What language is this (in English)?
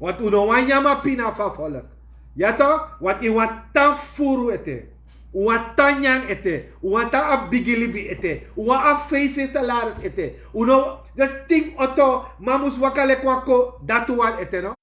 Sranan Tongo